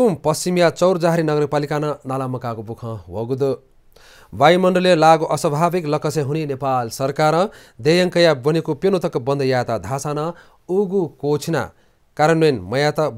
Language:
Newari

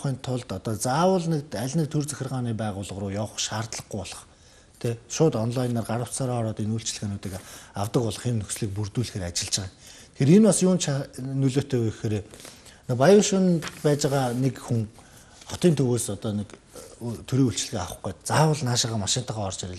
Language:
Mongolian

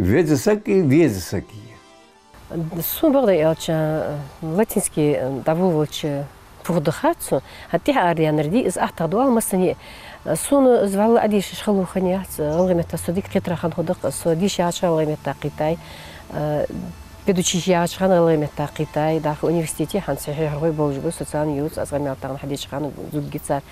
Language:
Ingush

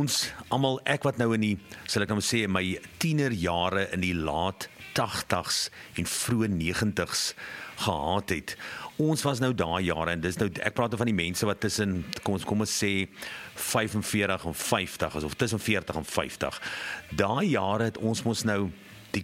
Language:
Afrikaans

